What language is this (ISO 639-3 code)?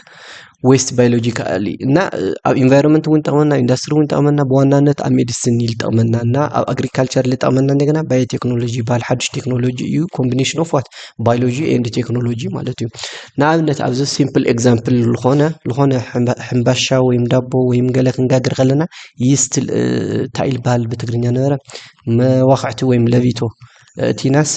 tir